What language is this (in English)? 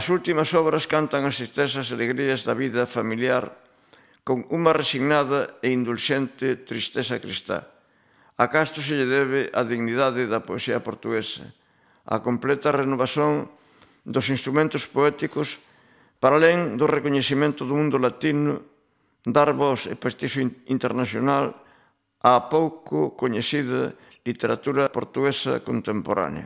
Galician